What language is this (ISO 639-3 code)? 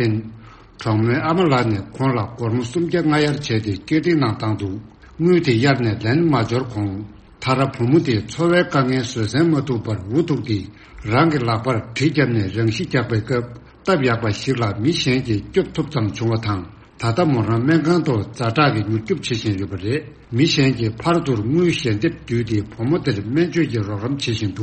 bod